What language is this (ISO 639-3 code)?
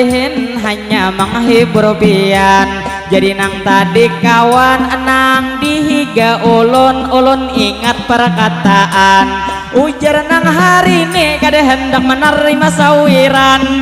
bjn